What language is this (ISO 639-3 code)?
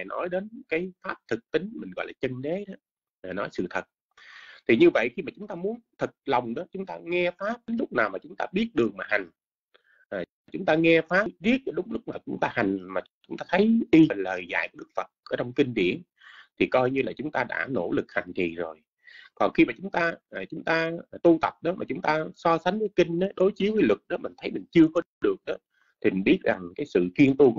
vie